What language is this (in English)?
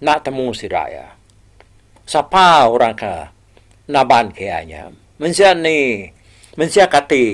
Iban